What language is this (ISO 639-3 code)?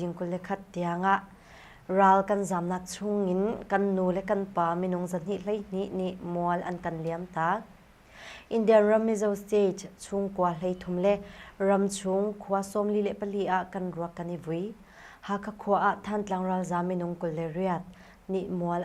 cnh